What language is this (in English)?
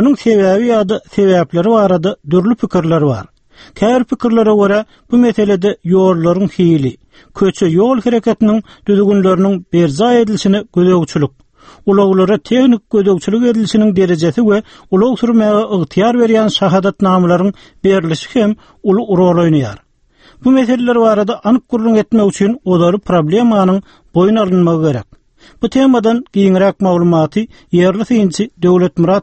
Turkmen